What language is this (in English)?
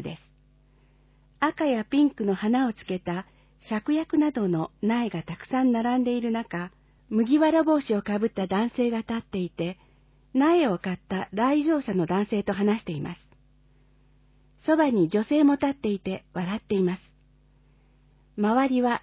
Japanese